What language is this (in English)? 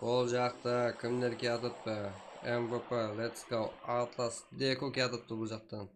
Kara-Kalpak